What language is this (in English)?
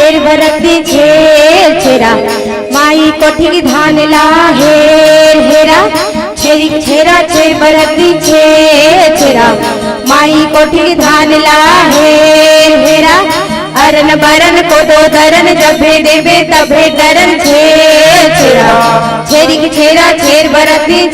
Chhattisgarhi